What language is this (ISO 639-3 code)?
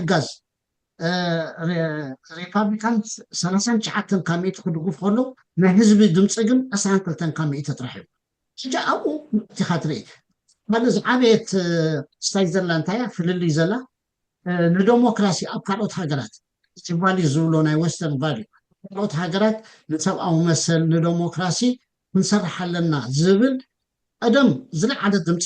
tir